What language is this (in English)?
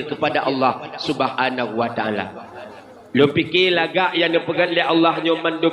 Achinese